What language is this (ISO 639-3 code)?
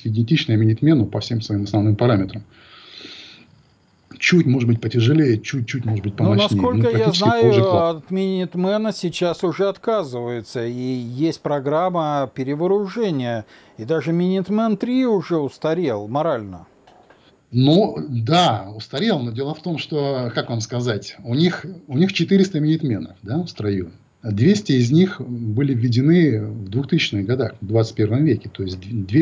rus